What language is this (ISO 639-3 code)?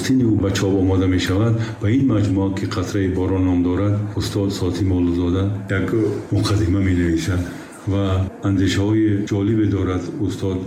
tgk